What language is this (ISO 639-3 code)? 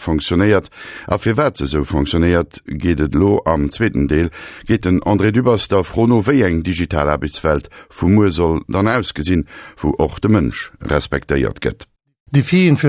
ltz